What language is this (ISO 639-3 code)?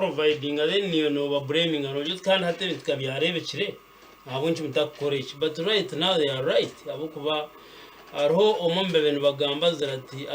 nyn